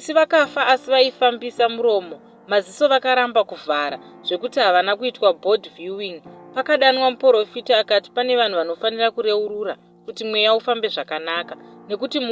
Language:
Shona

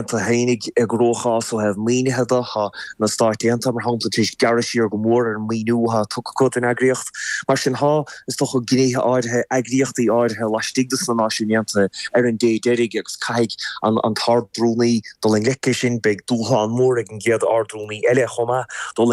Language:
Irish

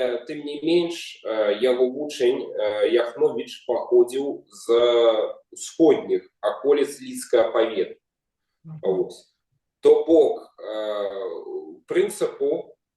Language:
Belarusian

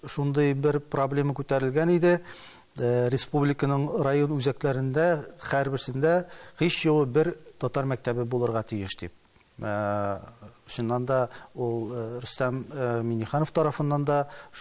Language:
Tatar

